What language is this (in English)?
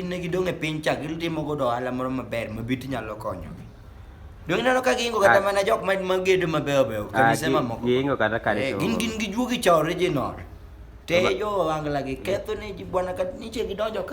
Luo (Kenya and Tanzania)